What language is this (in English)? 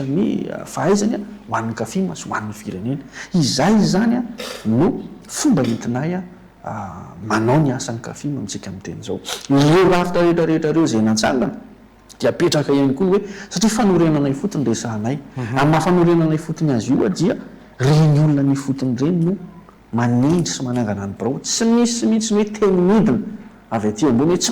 Malagasy